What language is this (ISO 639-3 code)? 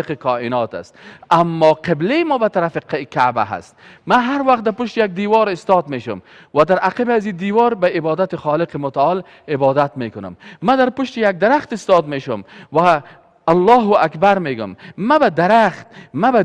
fas